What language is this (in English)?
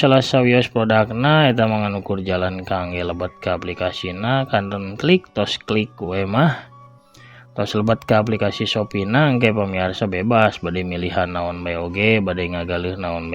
Sundanese